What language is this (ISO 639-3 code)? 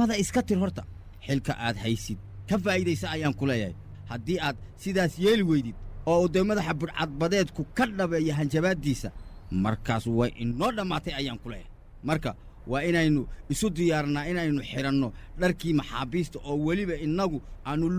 som